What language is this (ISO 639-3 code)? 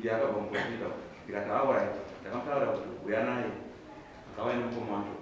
sna